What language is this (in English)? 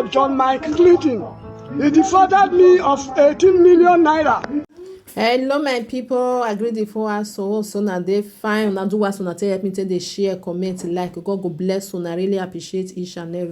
Nigerian Pidgin